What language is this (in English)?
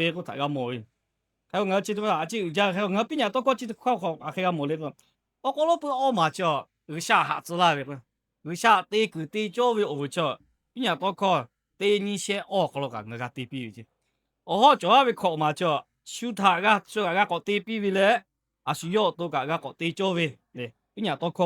Lahu